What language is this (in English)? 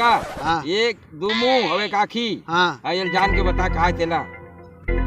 Chhattisgarhi